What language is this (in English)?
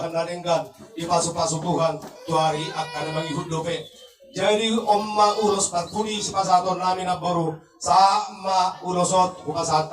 Batak Toba